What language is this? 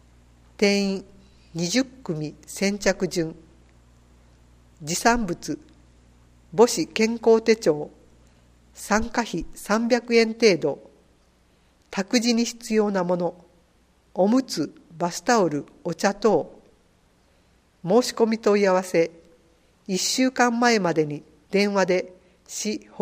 Japanese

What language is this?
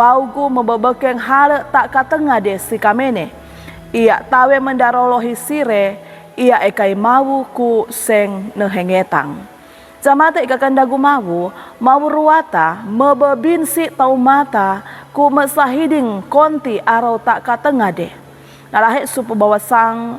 Sangir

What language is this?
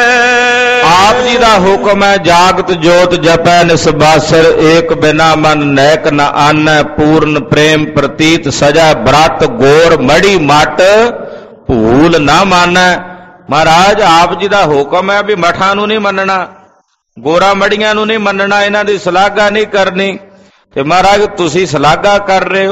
Punjabi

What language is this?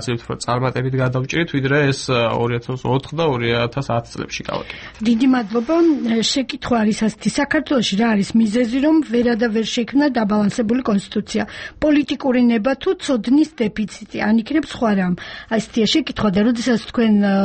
Georgian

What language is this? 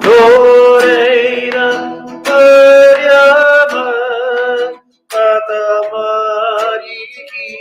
Māori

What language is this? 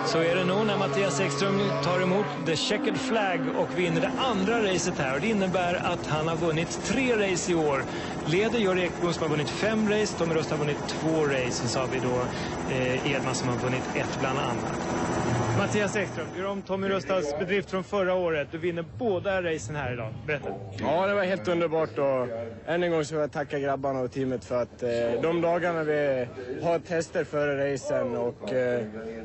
Swedish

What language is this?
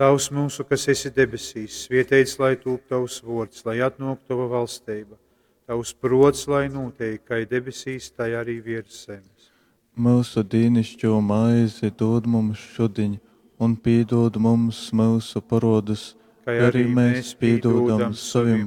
Latgalian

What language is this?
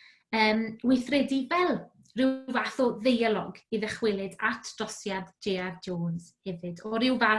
Welsh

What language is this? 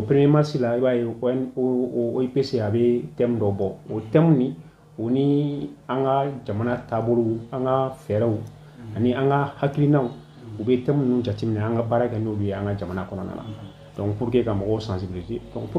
Bambara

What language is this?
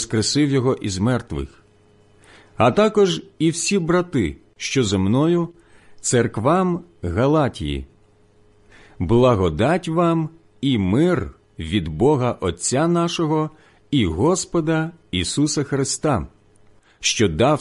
Ukrainian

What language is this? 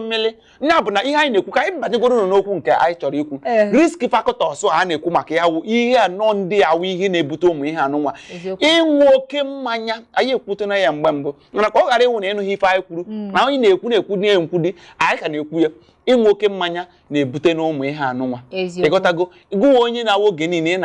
Igbo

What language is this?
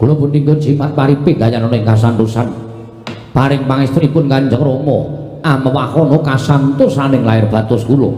Javanese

